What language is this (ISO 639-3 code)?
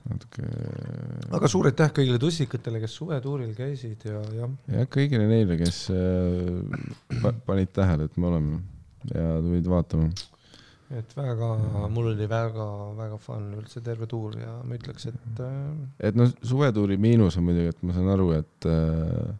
est